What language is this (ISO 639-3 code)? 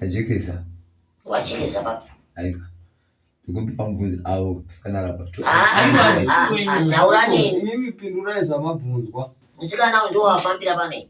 sna